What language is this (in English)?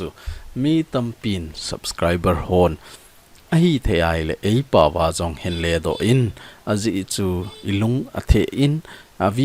Thado Chin